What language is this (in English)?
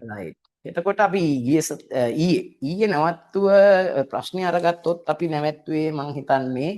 Sinhala